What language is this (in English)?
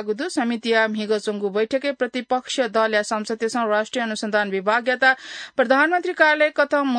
Newari